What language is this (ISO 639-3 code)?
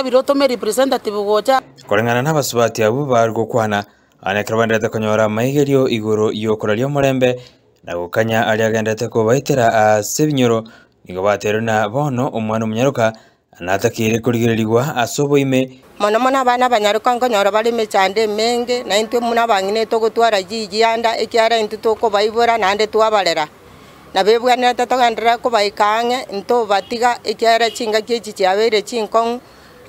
guz